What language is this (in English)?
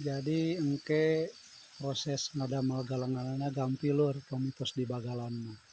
Sundanese